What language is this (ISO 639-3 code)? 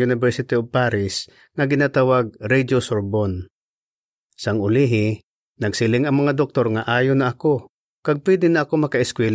hil